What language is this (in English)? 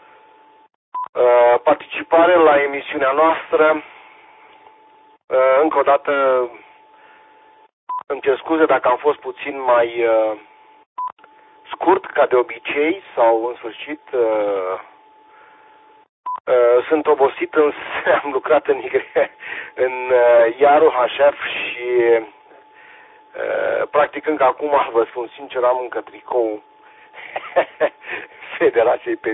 Romanian